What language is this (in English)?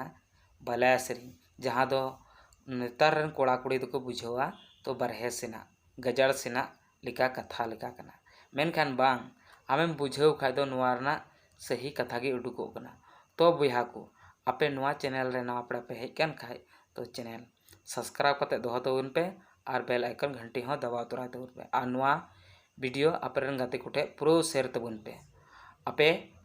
Santali